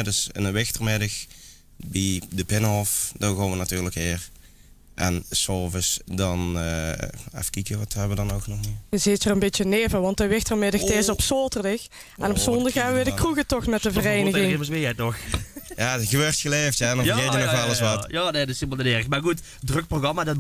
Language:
Limburgish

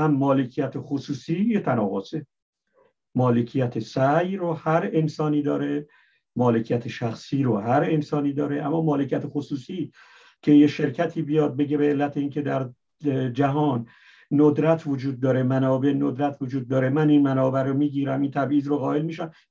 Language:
Persian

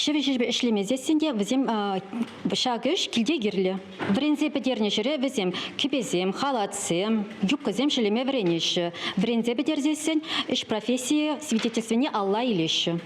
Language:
Chuvash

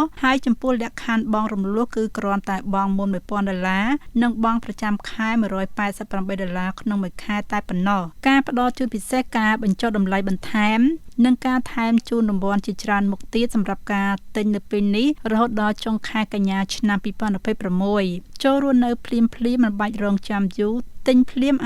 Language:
Khmer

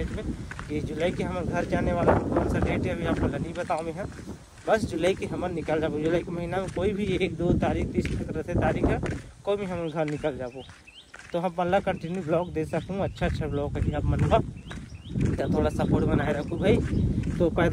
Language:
Chhattisgarhi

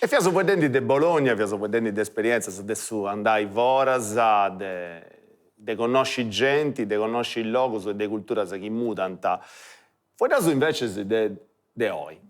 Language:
Sardinian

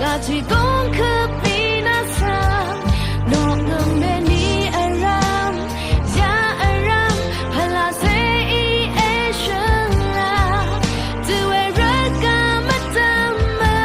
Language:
Rawang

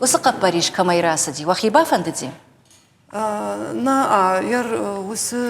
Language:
Ossetic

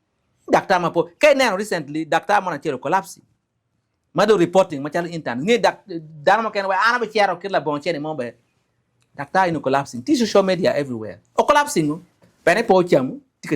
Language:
Acoli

